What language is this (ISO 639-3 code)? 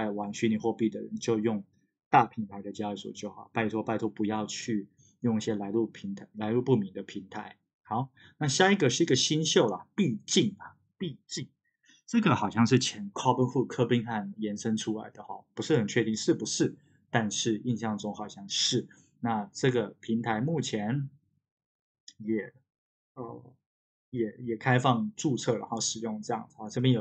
zho